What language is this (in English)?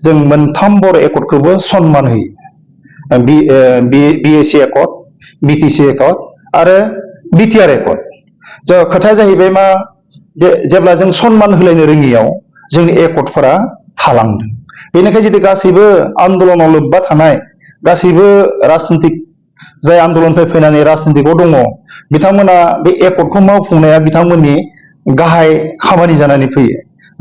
Bodo